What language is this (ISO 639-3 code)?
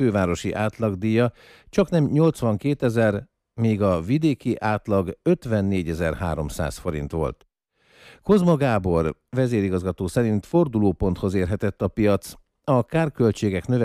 hun